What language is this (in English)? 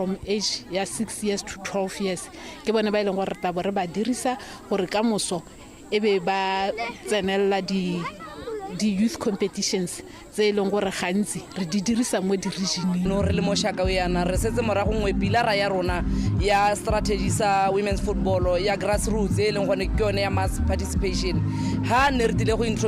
Tswana